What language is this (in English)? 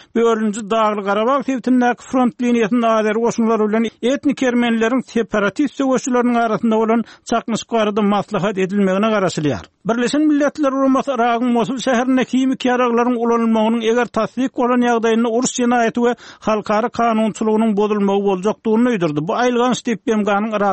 Turkmen